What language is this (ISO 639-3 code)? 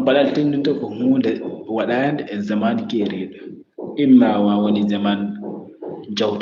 ful